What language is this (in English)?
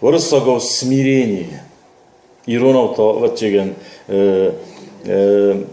Ossetic